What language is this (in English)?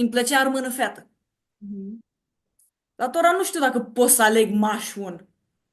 Aromanian